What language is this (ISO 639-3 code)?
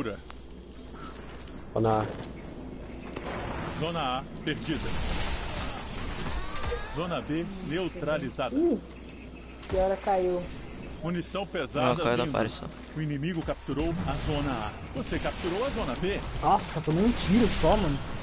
por